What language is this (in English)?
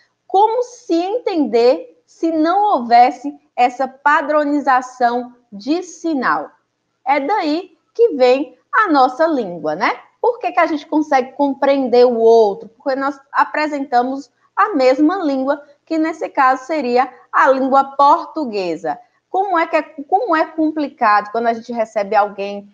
Portuguese